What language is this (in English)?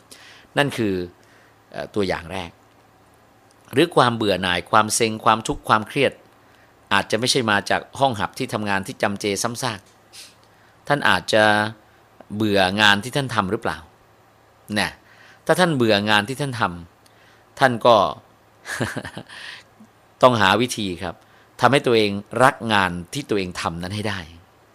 Thai